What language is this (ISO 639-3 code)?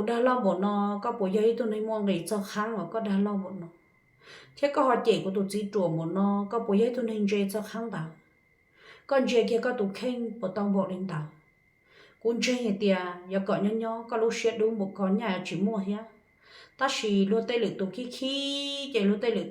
hmn